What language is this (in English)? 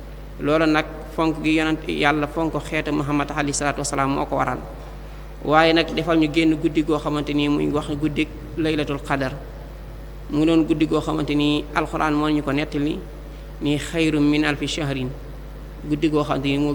Wolof